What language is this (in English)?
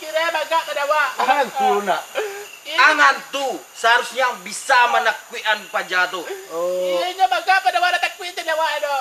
Minangkabau